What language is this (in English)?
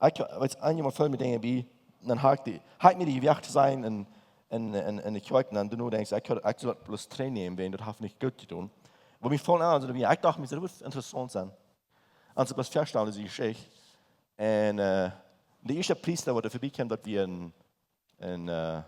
Plautdietsch